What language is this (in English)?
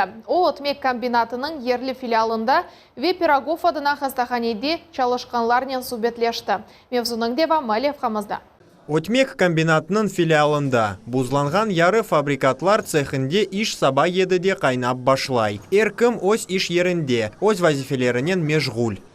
Crimean Tatar